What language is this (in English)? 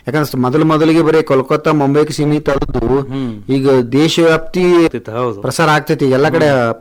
Kannada